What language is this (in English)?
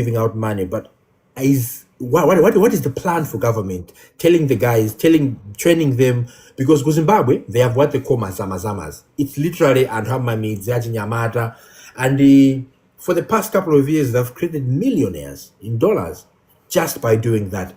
Nyanja